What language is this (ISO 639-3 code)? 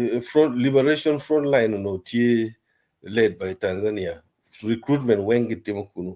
ach